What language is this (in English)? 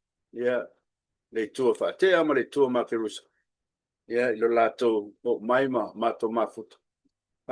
Samoan